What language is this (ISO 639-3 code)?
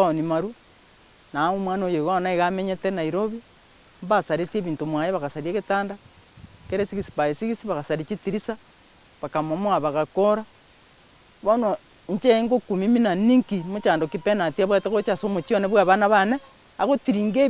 guz